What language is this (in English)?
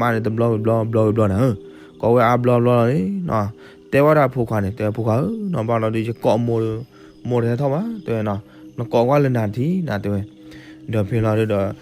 S'gaw Karen